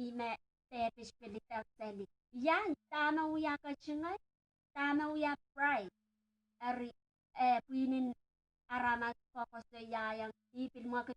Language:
Pohnpeian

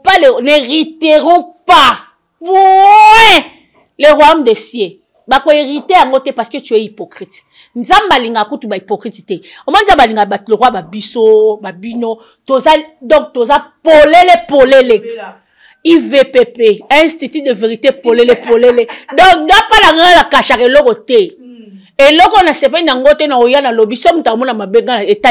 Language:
Lingala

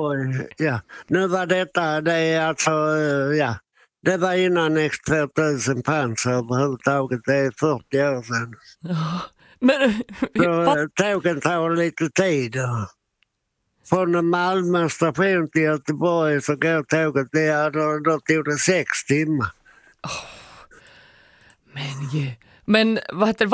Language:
Swedish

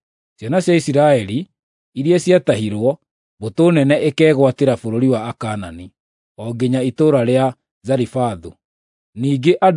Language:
Kikuyu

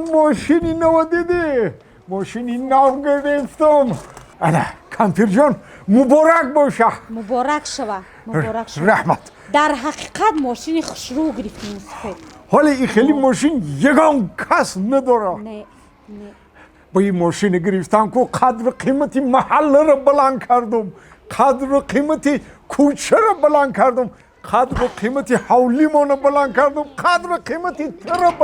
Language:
Tajik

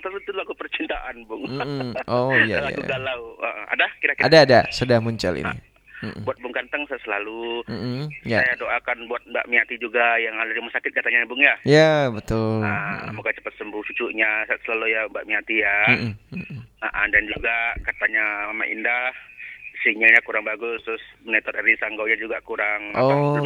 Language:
Indonesian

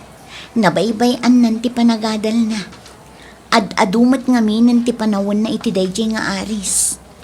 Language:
Iloko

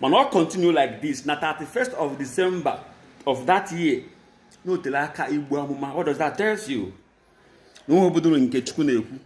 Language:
Igbo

